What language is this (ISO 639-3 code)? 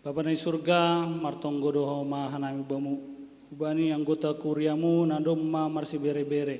bts